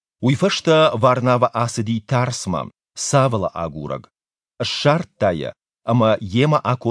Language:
Ossetic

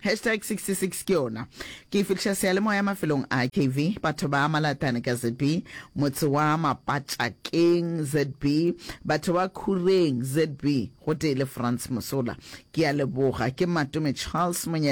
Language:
Northern Sotho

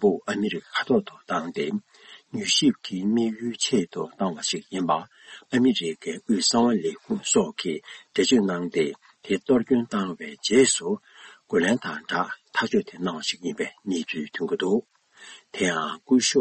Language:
Tibetan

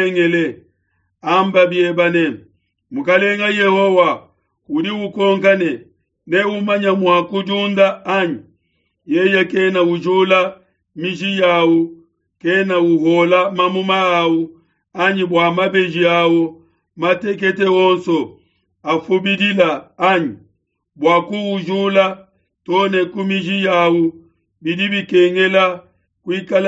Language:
Luba-Lulua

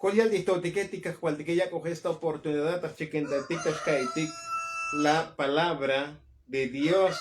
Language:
Tzotzil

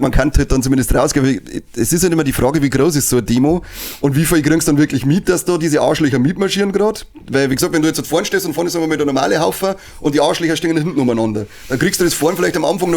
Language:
Bavarian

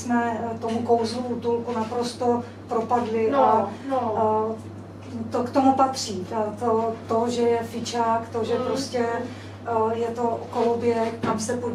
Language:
Czech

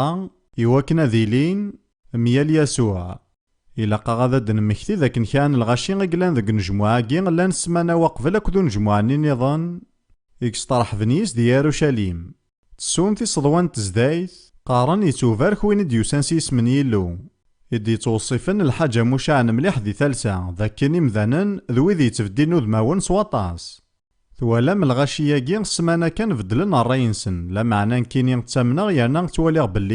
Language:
Kabyle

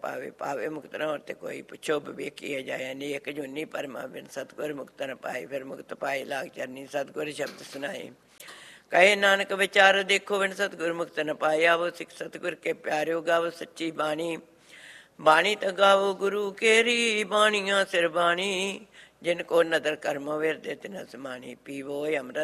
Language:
Punjabi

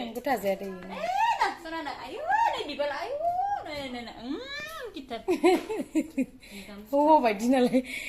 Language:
Bodo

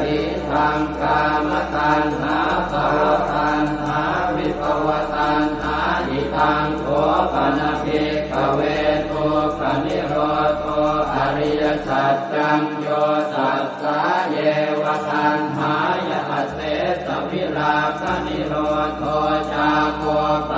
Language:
Pali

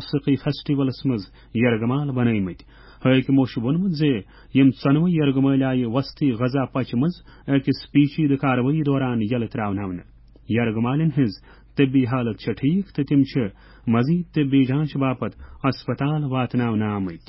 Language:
Kashmiri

